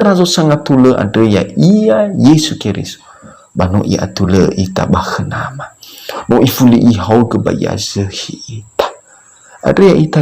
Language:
Nias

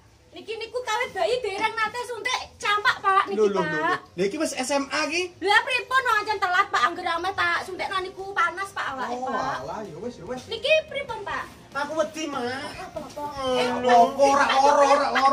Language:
Javanese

